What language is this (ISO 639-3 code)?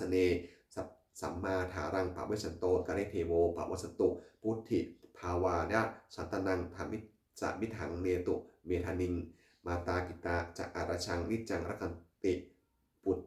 pli